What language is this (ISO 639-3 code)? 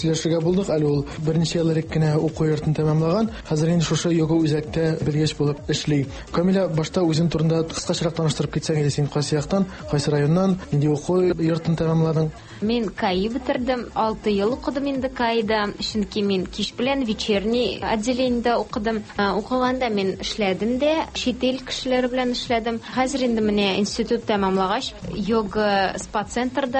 tat